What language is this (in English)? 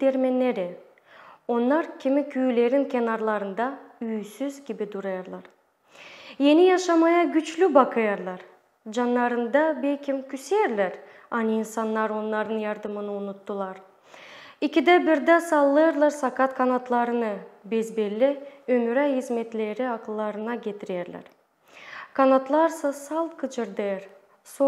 Gagauz